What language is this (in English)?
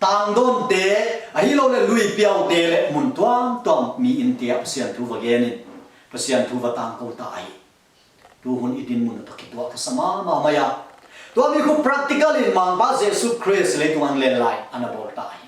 Tedim Chin